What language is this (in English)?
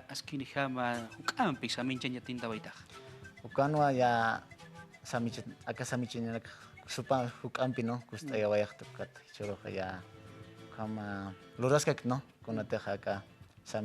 Aymara